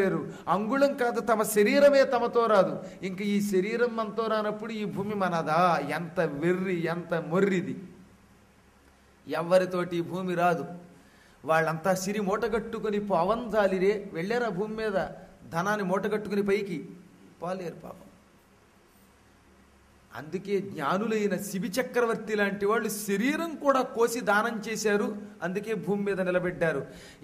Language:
Telugu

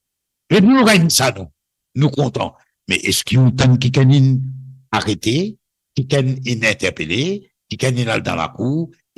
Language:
Morisyen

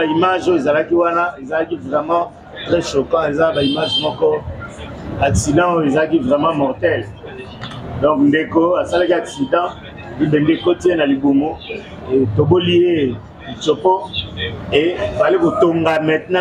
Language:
Lingala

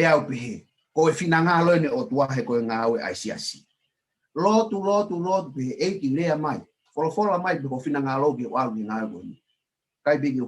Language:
Tongan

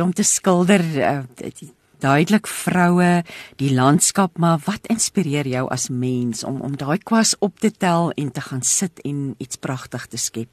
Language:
Afrikaans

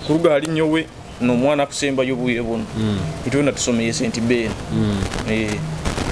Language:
Nyoro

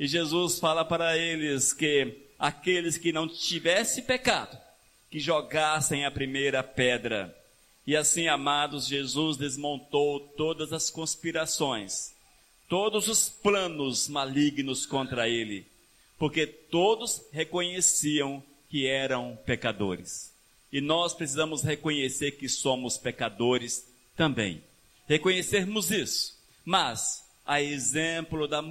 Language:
Portuguese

